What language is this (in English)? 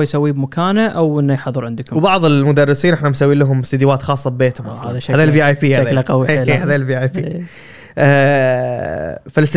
Gulf Arabic